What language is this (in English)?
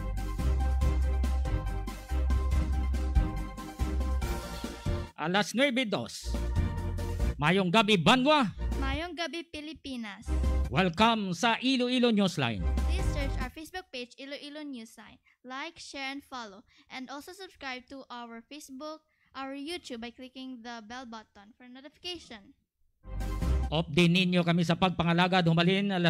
Hiligaynon